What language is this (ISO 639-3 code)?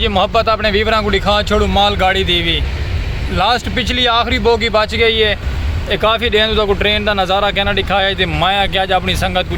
skr